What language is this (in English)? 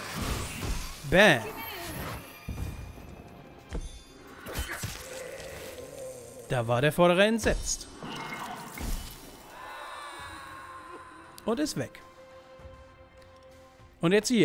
German